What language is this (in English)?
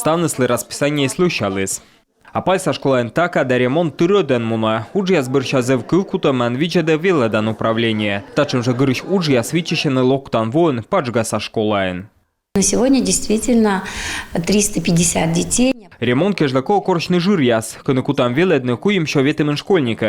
Komi